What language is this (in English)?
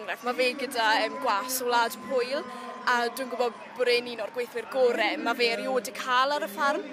Welsh